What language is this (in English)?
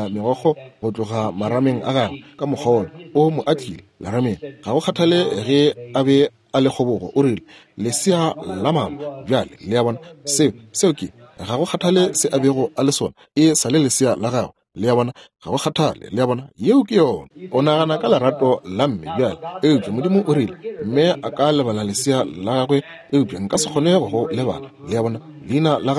Northern Sotho